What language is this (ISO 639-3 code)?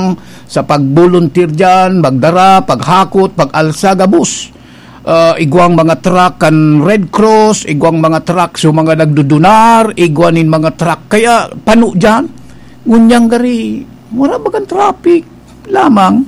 bik